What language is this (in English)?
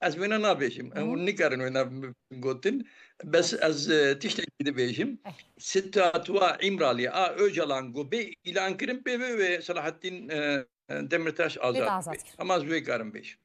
Kurdish